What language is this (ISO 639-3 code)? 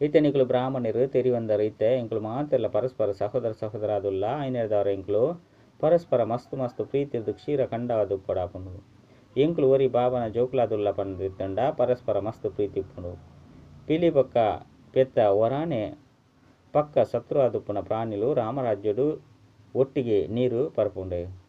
tcy